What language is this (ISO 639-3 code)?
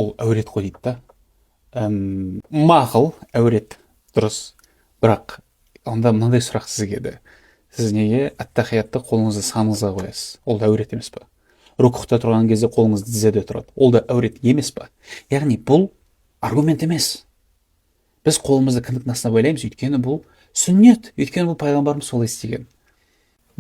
kaz